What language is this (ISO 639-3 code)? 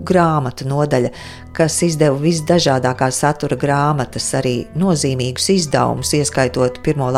lav